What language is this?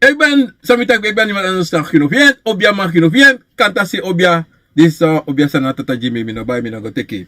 Sranan Tongo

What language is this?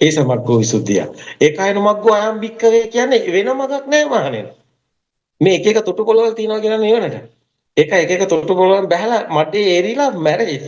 Sinhala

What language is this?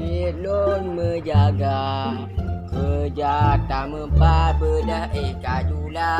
Achinese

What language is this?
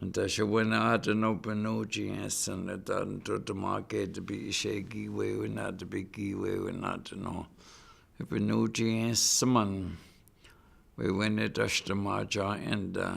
Chippewa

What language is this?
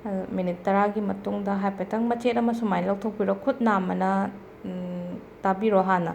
Manipuri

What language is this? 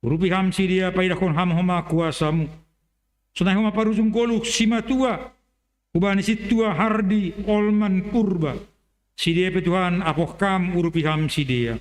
Batak Simalungun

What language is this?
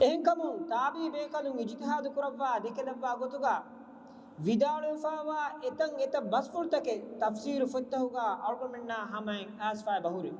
Divehi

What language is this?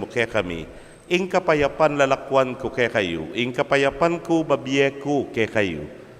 Pampanga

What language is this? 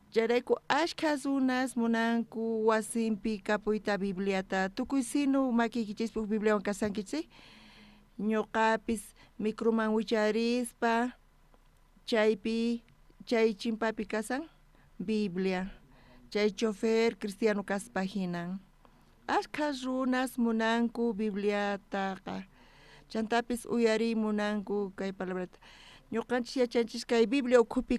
South Bolivian Quechua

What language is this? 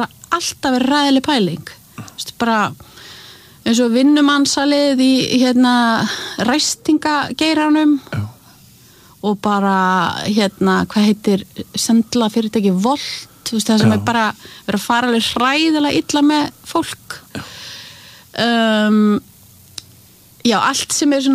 Icelandic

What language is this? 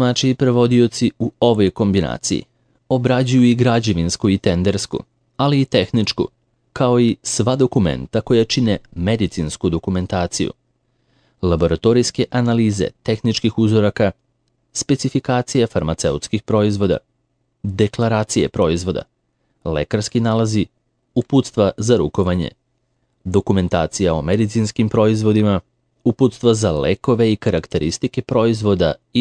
Serbian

